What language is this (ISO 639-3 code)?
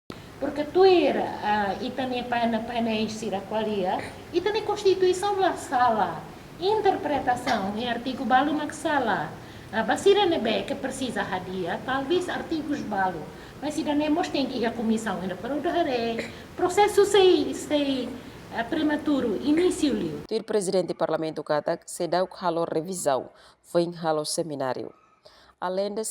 tet